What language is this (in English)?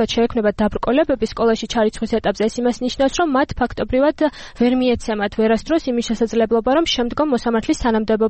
Georgian